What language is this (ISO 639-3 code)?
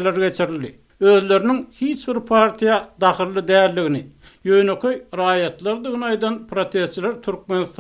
tuk